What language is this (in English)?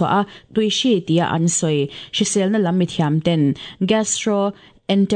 Mizo